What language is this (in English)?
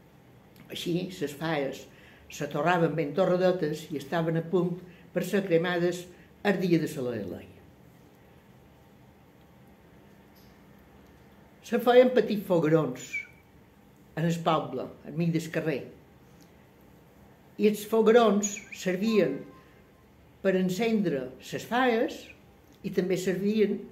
Catalan